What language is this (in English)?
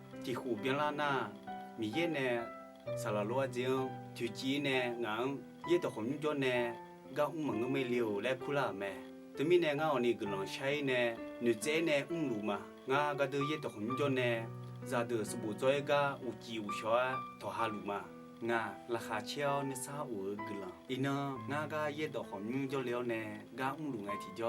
Akha